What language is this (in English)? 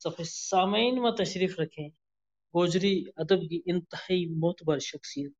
Gujari